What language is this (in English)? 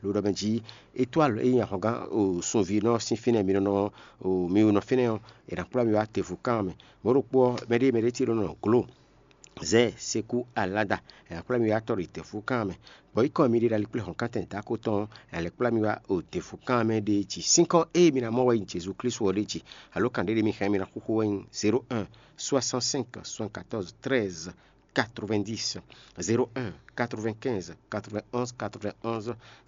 Fon